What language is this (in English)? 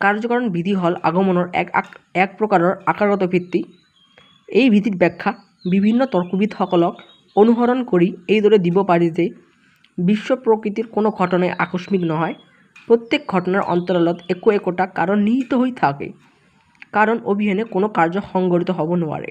Assamese